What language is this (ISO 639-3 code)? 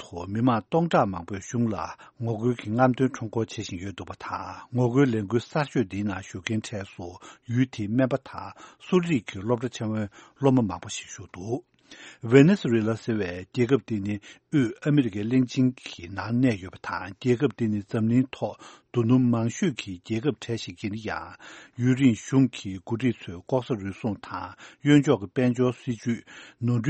bod